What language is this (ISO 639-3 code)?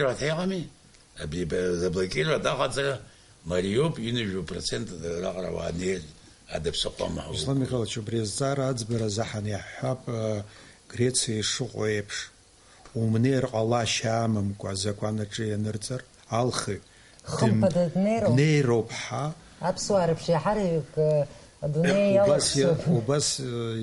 abk